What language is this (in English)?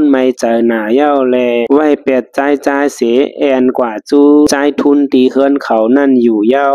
Shan